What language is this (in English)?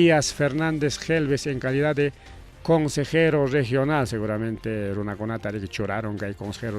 Ayacucho Quechua